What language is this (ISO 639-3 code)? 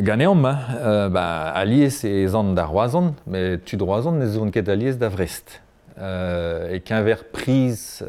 bre